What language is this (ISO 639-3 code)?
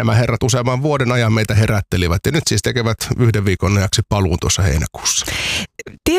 fin